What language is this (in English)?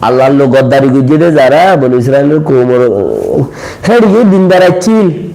Rohingya